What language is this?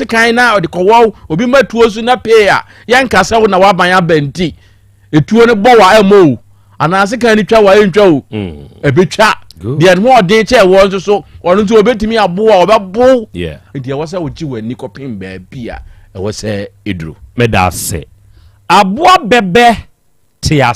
Akan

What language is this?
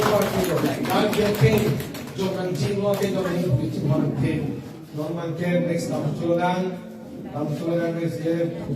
Karbi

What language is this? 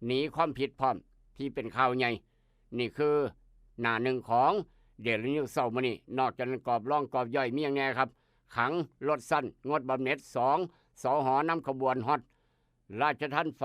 Northeastern Thai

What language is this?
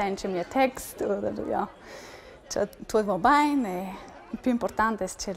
Romansh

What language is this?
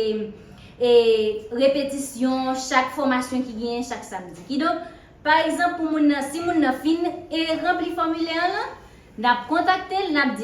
Haitian Creole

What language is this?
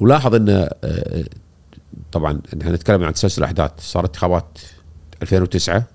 Gulf Arabic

